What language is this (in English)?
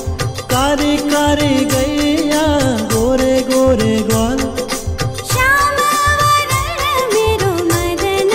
Hindi